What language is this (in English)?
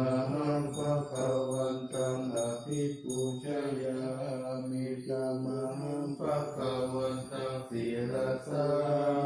Pali